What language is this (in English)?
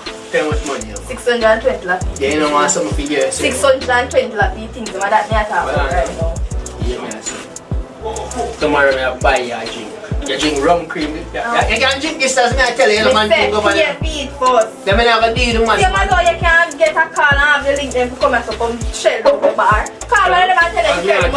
Jamaican Creole English